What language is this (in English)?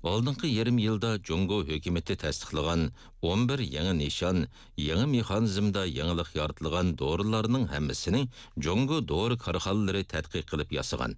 Uyghur